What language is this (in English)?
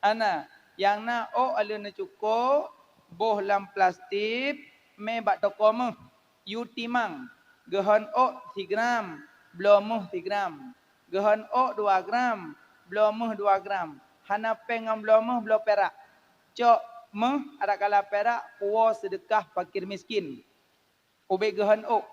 Achinese